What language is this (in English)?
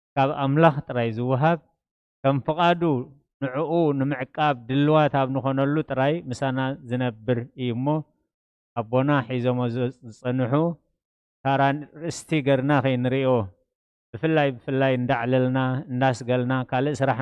Tigrinya